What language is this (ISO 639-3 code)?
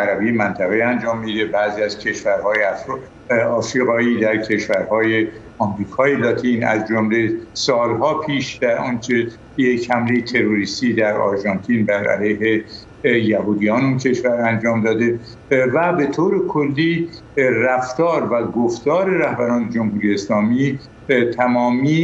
fas